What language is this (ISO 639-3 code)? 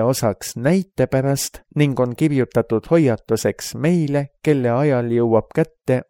est